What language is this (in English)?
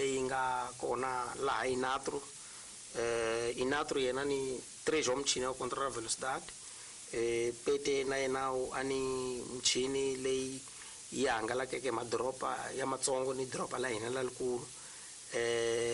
Tsonga